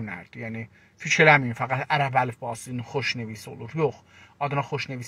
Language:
South Azerbaijani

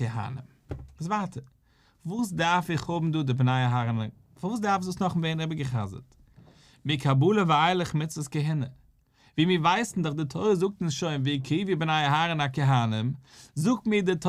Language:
Yiddish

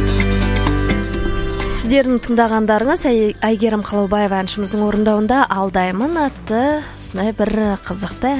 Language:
Kazakh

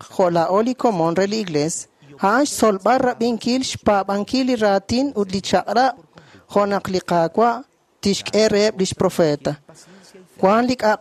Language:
Kekchí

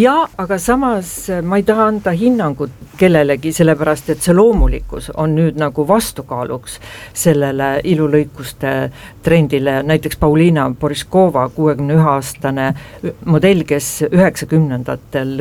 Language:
Estonian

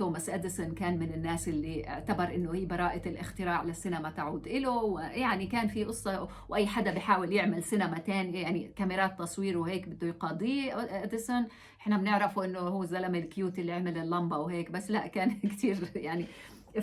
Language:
North Levantine Arabic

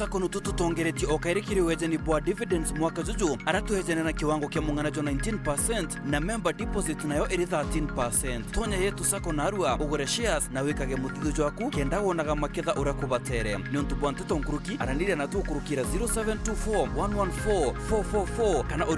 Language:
Meru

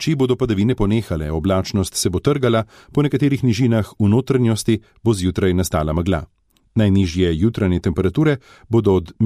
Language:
Slovenian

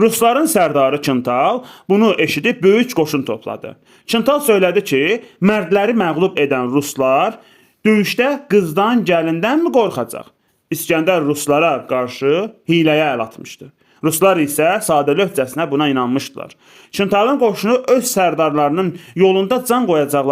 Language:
Azerbaijani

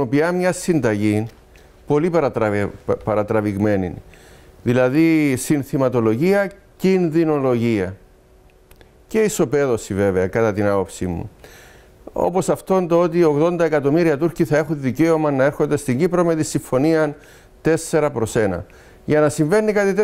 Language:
Greek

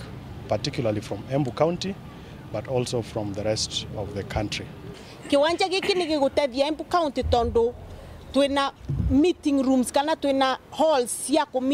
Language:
Meru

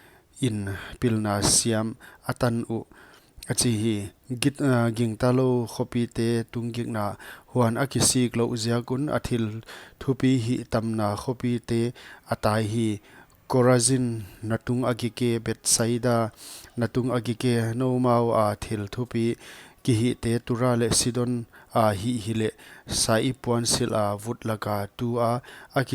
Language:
Paite Chin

